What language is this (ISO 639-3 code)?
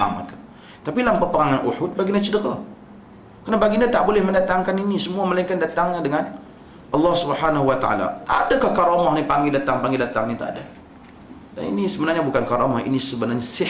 msa